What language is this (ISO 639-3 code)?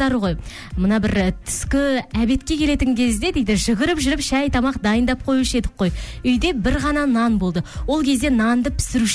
kaz